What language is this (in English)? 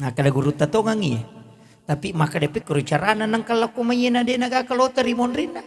Buginese